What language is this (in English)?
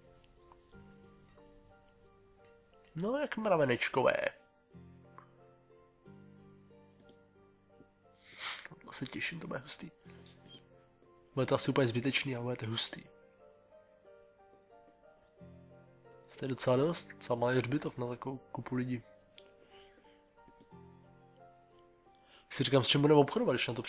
Czech